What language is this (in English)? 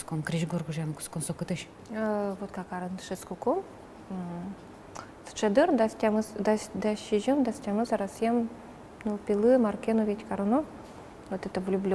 Udmurt